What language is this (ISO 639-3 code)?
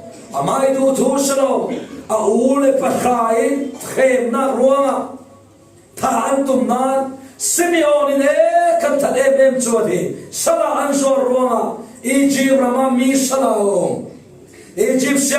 cfm